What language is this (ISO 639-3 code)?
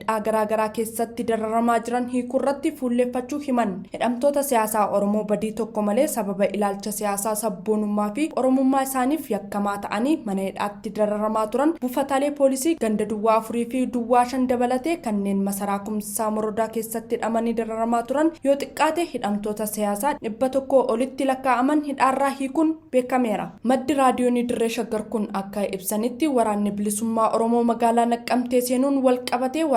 orm